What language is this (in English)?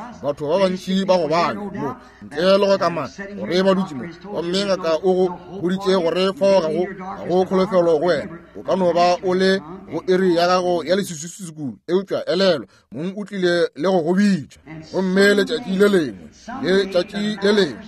Northern Sotho